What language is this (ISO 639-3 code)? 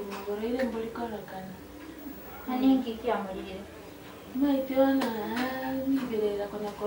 guz